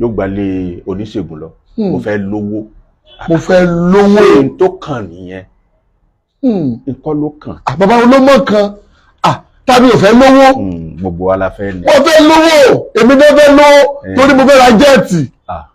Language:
Yoruba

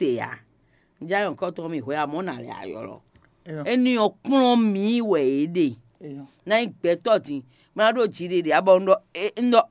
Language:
Fon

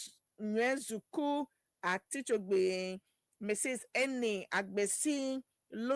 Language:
Ewe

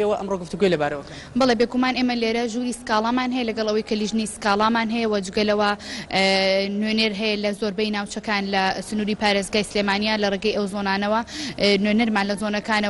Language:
Central Kurdish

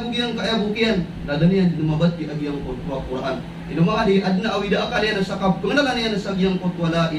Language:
Maranao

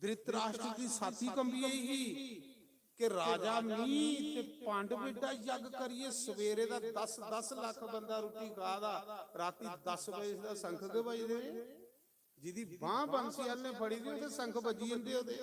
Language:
Dogri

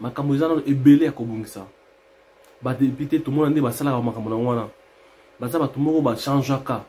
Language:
Lingala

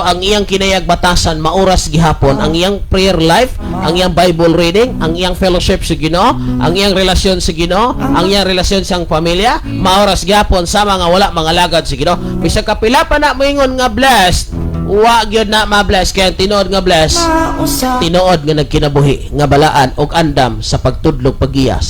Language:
Cebuano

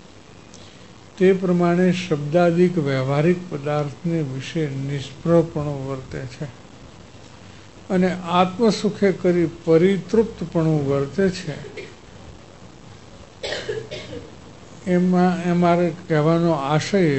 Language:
Gujarati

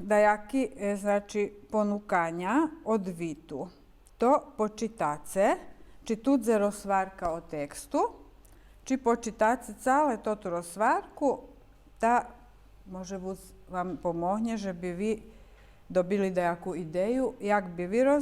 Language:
Rusyn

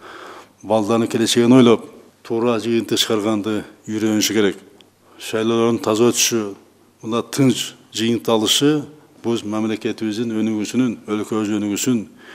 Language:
Kyrgyz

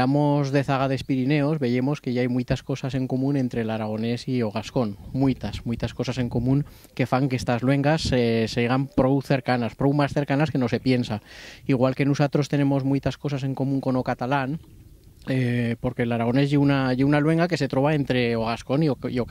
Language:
Aragonese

